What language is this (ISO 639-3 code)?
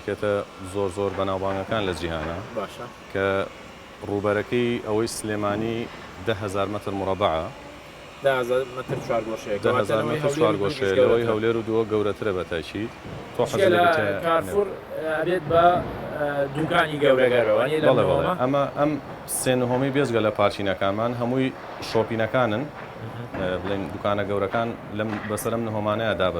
ckb